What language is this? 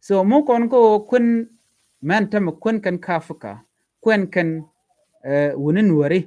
Nuer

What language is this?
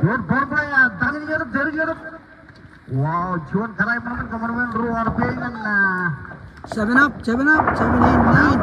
Marshallese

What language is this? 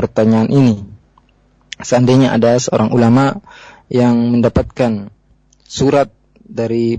Indonesian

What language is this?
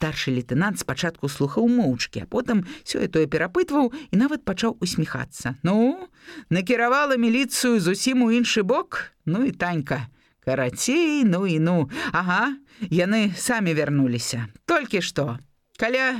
Belarusian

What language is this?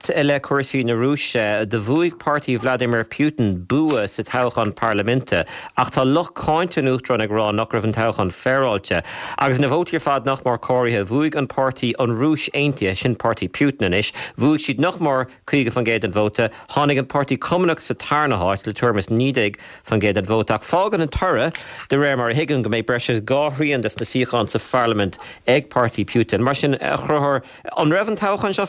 Irish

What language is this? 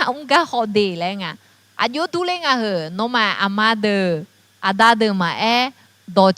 Akha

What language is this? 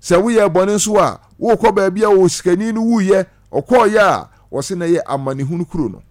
Akan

